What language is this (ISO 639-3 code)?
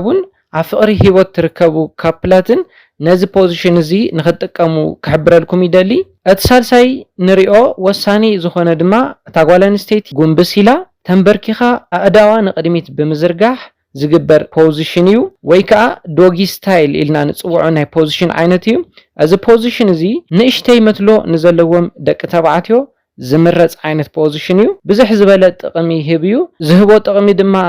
tir